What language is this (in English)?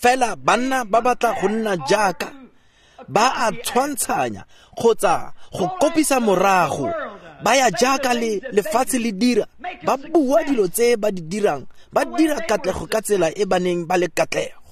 Tswana